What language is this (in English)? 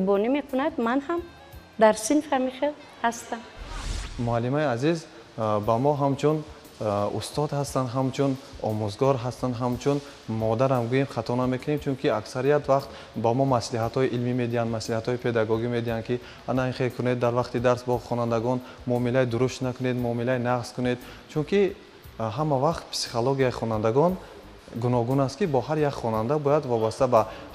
Tajik